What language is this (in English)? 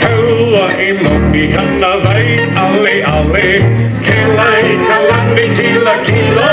Hawaiian